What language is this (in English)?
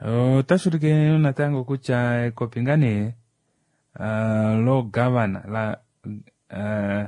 Kuanyama